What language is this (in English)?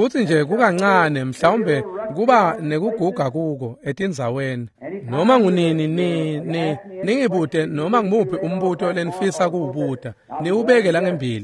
Swati